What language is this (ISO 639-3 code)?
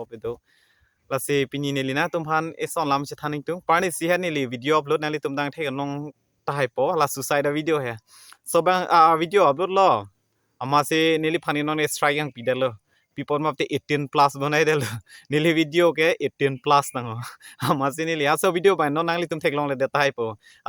mjw